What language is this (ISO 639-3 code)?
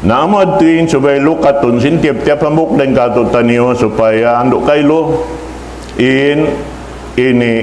tsg